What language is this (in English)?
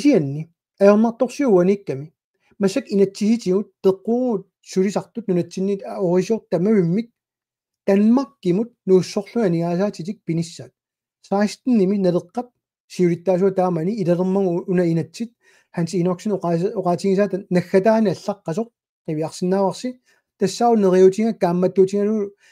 Kalaallisut